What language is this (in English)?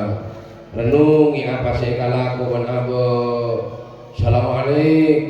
Madurese